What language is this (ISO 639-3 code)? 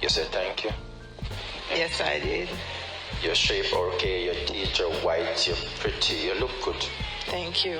jam